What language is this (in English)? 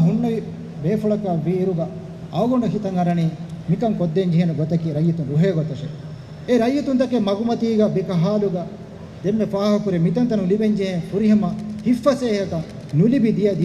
Divehi